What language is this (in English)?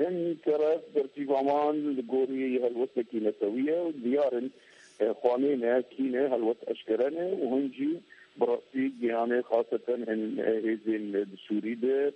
Kurdish